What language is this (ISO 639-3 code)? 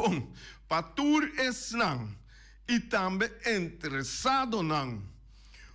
pap